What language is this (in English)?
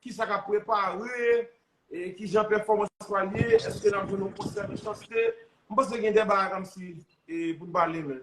Haitian Creole